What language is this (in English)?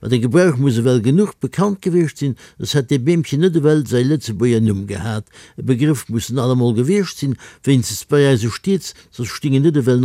Luxembourgish